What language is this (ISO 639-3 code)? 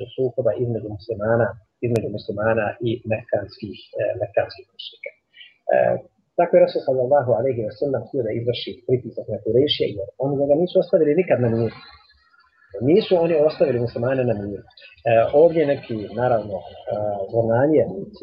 bos